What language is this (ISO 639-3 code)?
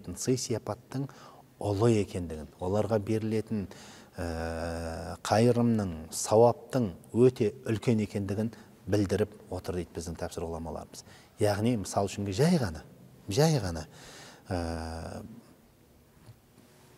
kaz